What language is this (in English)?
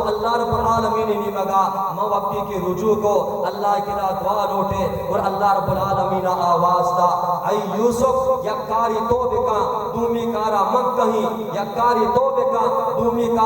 Baluchi